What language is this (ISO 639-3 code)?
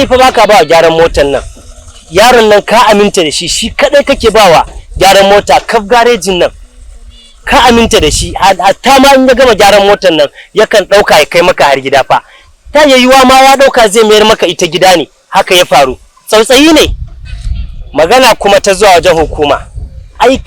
hau